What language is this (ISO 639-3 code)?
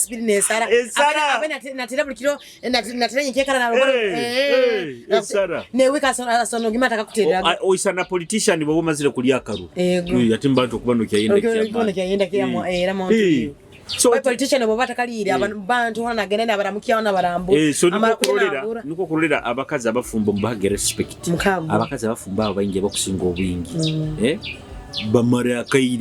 nyo